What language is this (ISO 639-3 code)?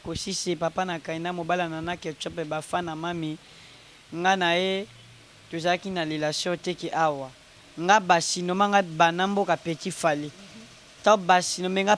lin